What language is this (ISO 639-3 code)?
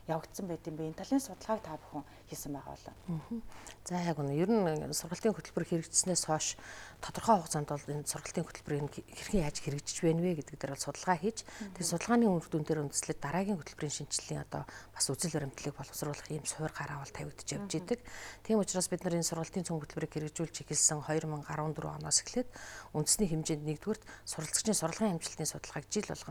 mon